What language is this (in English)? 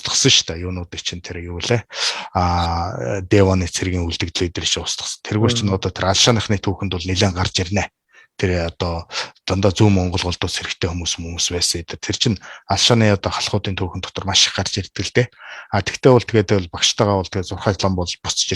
Mongolian